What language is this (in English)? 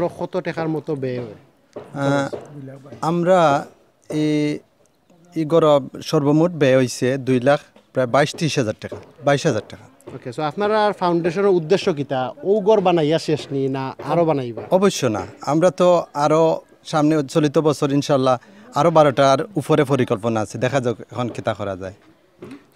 Sylheti